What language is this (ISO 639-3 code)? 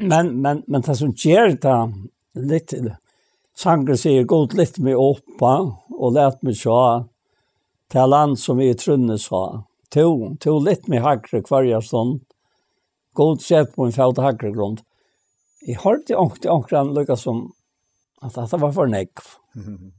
fao